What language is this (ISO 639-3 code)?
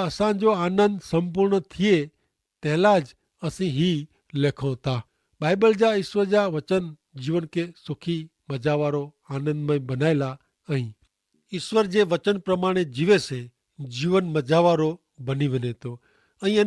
kfr